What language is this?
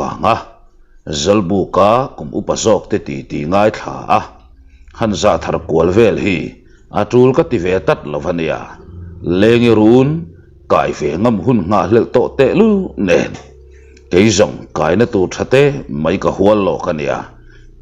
Mizo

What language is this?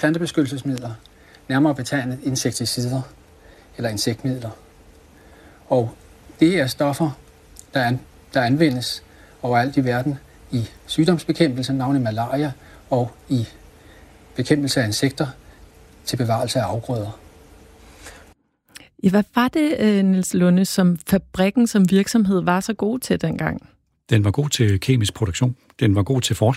Danish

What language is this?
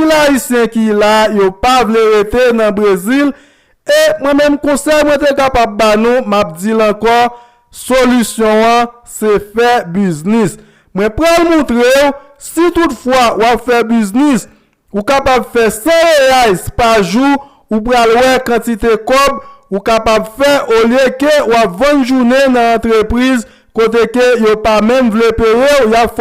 Haitian Creole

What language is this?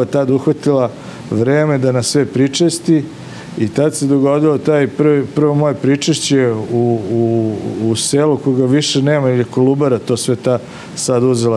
Serbian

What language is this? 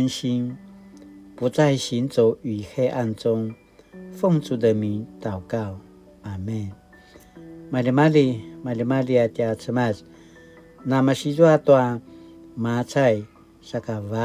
Paiwan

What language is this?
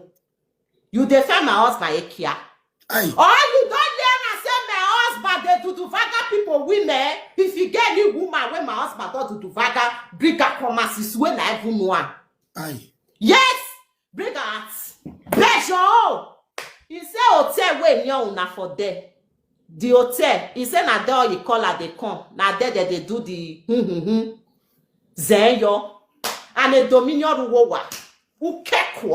Nigerian Pidgin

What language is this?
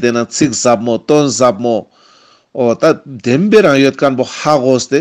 Ladakhi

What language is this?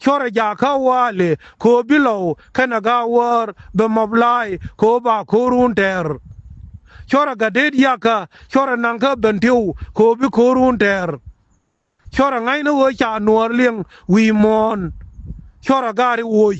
Nuer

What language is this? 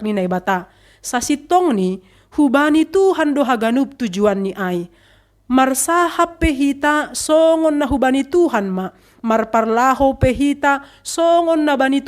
Batak Simalungun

